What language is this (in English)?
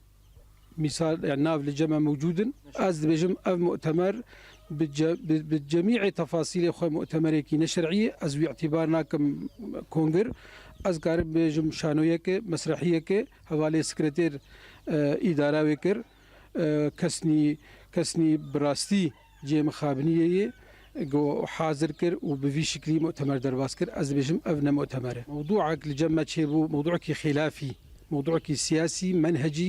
Kurdish